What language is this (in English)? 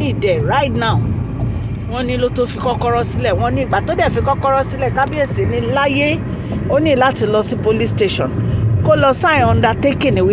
Yoruba